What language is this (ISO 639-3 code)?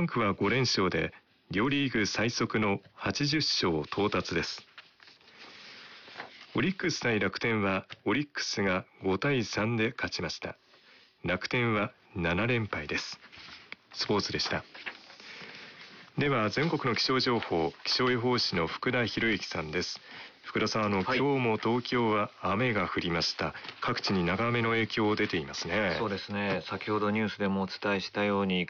jpn